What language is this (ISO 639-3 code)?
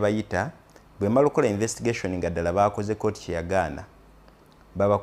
lug